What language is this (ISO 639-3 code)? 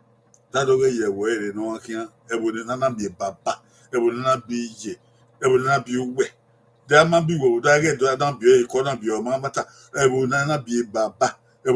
bin